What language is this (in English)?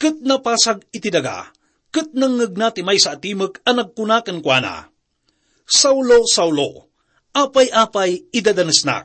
Iloko